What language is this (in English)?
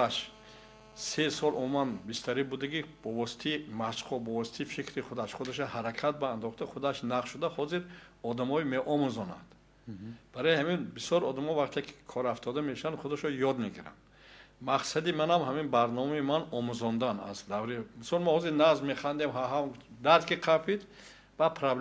Tajik